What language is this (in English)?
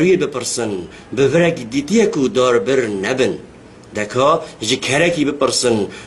Kurdish